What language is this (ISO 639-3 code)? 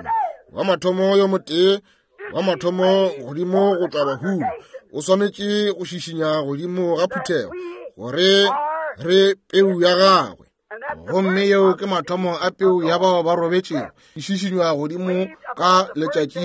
nso